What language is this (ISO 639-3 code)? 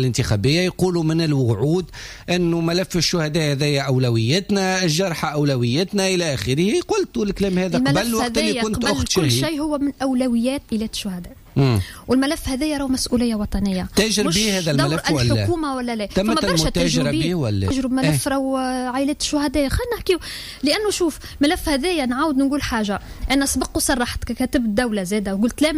aeb